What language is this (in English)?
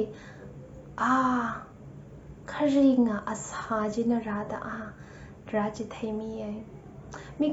Tangkhul Naga (India)